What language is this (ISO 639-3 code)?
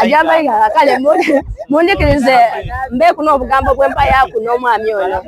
xog